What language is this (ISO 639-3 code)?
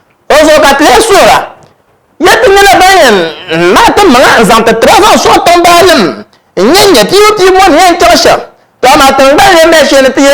dag